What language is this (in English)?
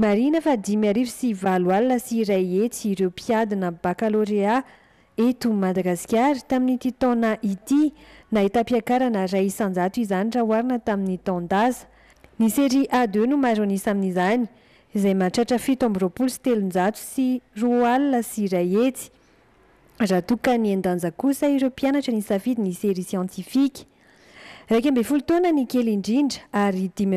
Malagasy